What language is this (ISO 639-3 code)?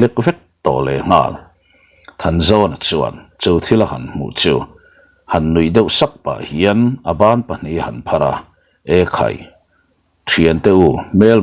lus